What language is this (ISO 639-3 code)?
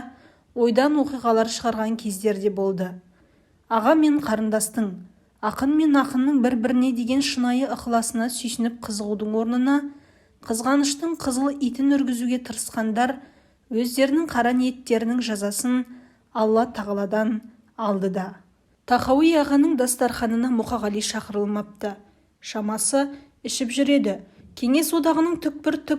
kaz